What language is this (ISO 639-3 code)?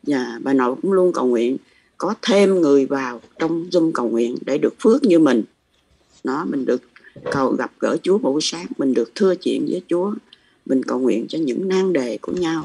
vie